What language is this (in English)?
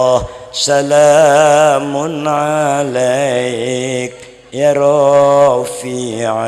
Madurese